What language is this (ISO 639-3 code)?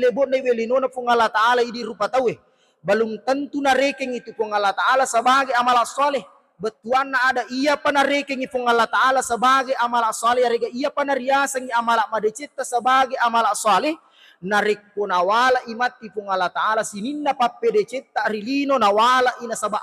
bug